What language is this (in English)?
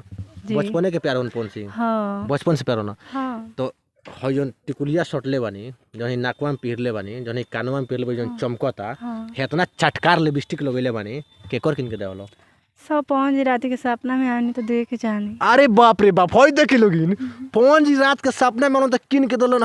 Bhojpuri